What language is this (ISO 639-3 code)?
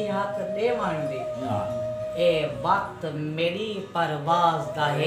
skr